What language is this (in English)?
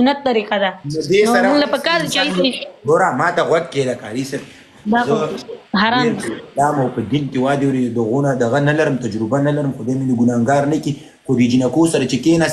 Pashto